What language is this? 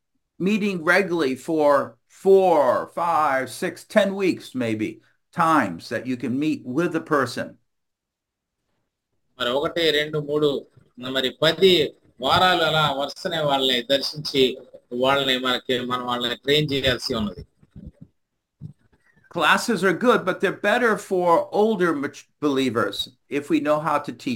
Telugu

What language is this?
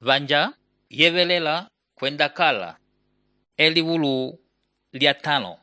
Umbundu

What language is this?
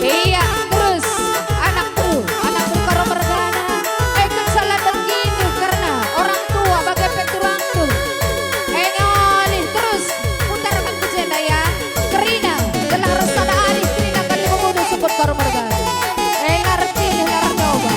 Batak Karo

